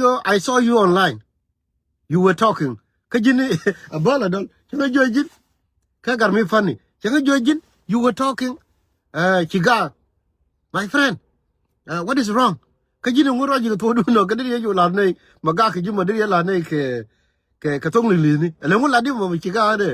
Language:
Nuer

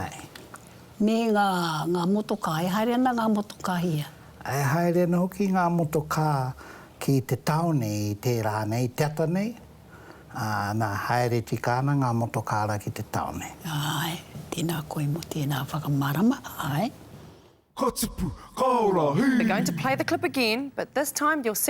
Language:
Māori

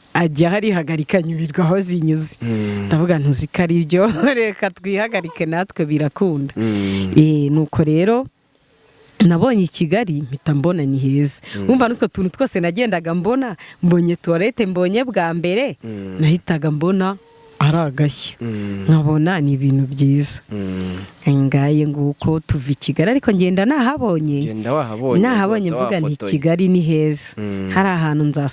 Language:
Kinyarwanda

